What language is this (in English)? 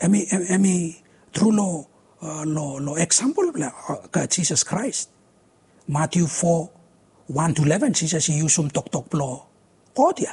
Bislama